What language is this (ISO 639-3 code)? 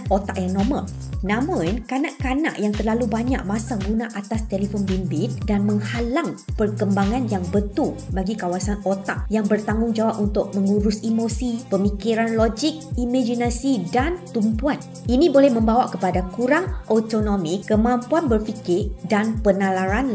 msa